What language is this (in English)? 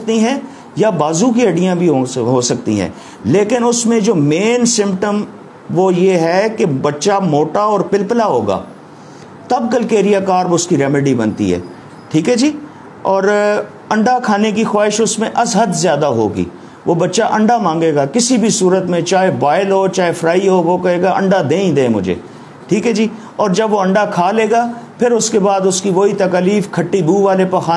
Urdu